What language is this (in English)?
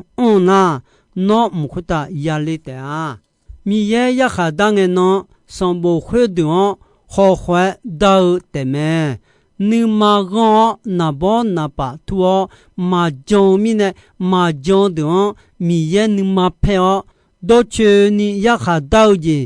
Akha